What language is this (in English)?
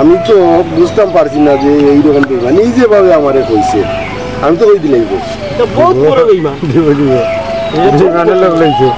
Sylheti